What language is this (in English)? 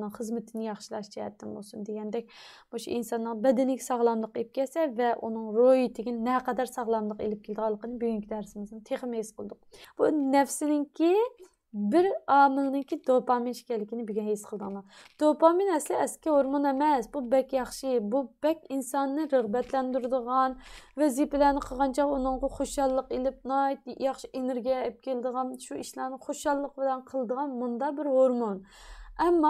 Uyghur